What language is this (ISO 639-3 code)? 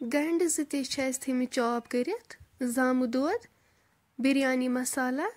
kas